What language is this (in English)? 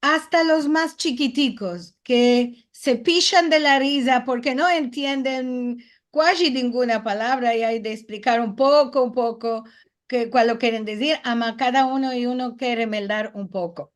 Ladino